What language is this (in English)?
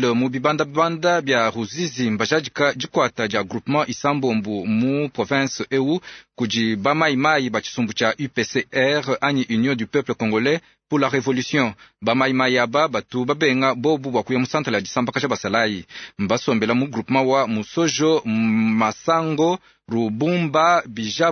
Luba-Lulua